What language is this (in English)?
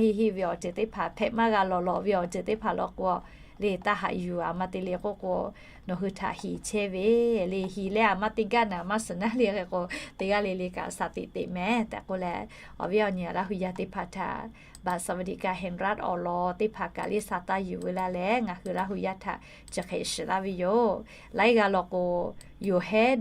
Lahu